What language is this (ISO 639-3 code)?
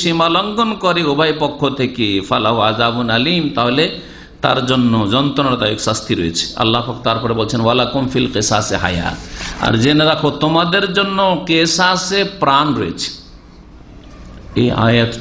ben